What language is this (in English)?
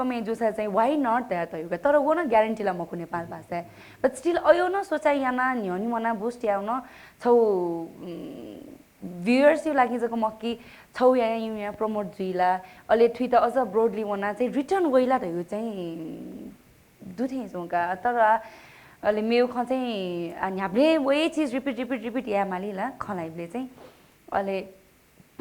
Newari